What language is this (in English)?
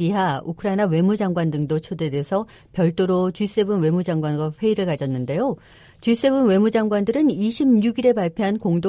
Korean